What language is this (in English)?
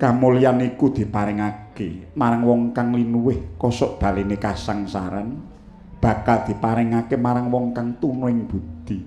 Javanese